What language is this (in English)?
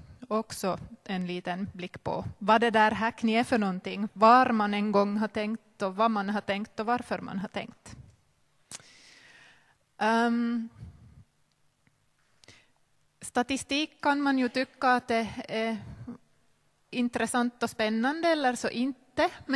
Swedish